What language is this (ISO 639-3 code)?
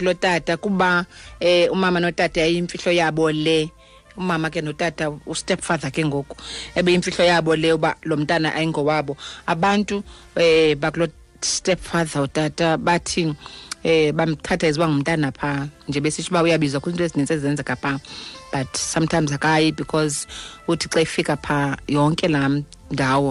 xho